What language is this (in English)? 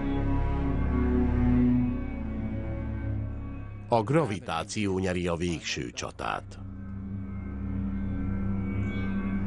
Hungarian